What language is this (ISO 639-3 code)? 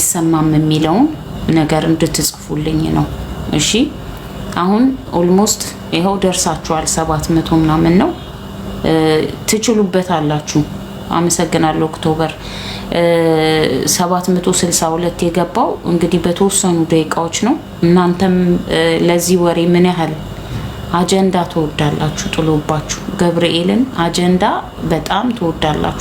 amh